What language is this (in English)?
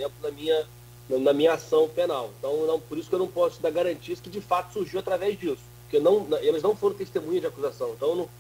Portuguese